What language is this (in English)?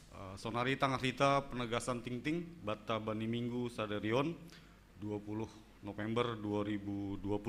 Batak Simalungun